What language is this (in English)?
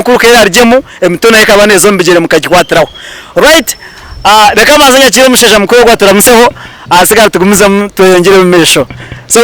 Nyankole